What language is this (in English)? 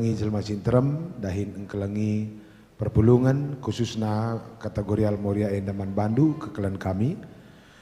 Batak Karo